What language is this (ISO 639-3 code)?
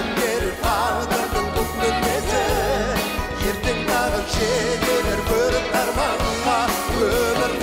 kaz